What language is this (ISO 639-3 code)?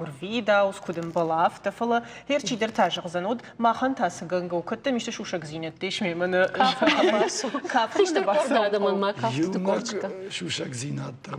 oss